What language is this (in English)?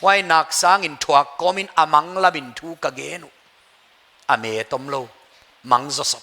Paite Chin